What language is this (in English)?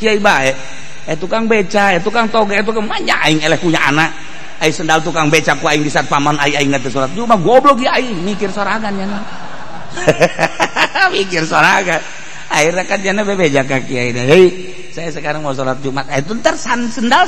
Sundanese